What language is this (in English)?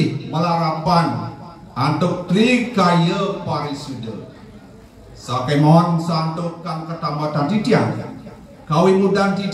Balinese